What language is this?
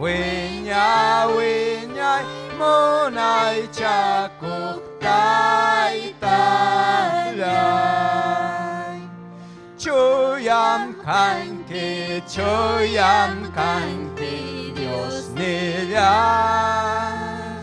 Ayacucho Quechua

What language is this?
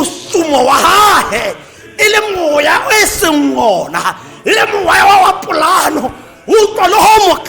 Tswana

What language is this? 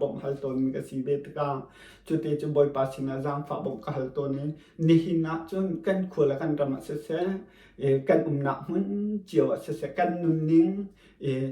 Hakha Chin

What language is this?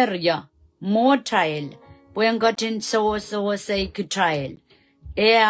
Pohnpeian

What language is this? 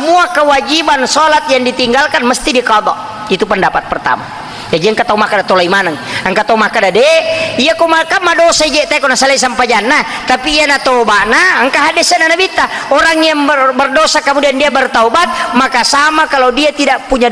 Buginese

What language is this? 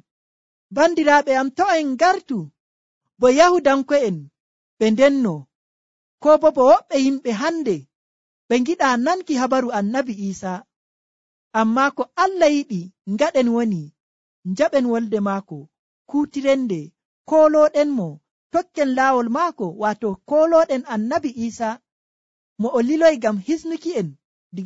Nigerian Fulfulde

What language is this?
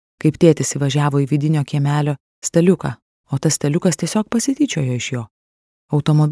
Lithuanian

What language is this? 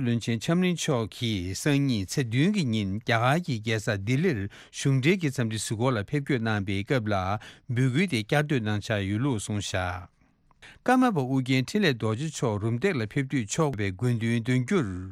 Tibetan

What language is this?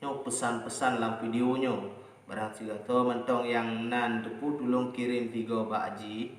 Achinese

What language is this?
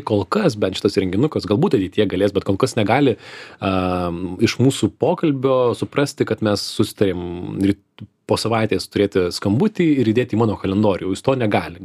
Lithuanian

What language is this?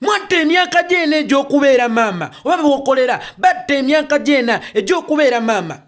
Ganda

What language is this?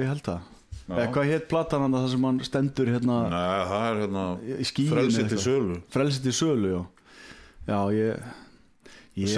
Icelandic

